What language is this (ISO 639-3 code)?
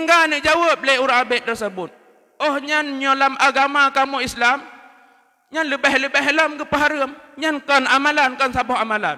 ace